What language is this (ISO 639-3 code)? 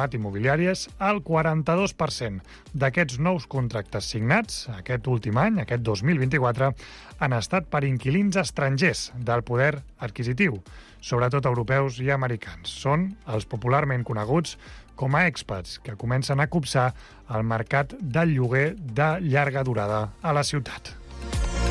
cat